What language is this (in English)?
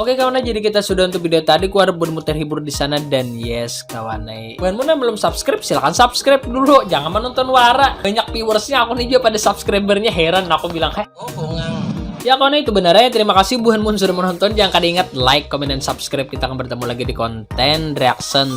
Banjar